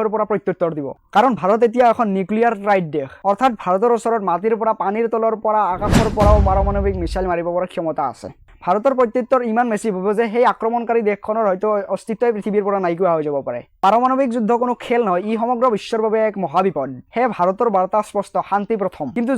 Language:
Assamese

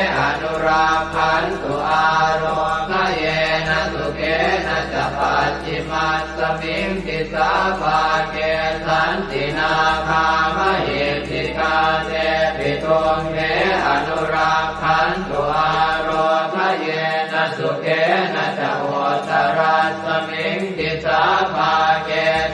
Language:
Pali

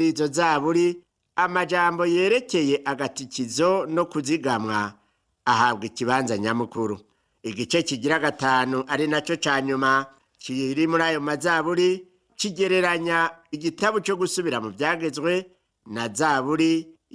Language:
Rundi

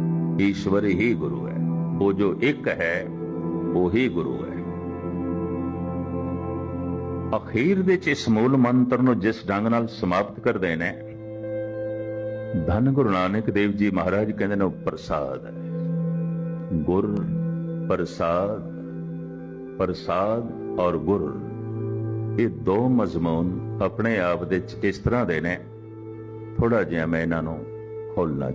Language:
Punjabi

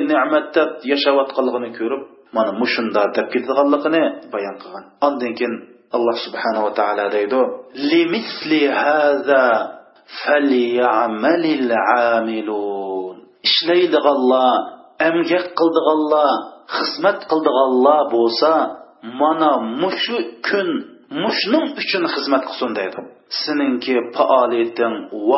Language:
Uyghur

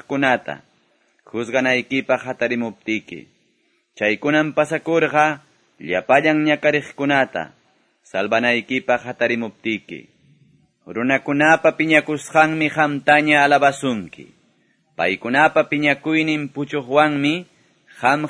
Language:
Quechua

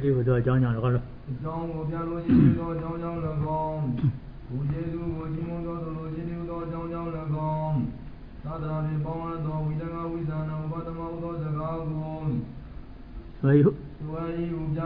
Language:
Burmese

